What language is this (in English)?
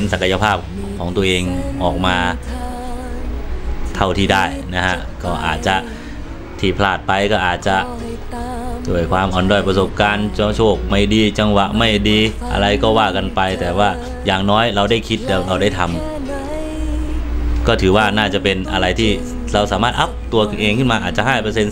Thai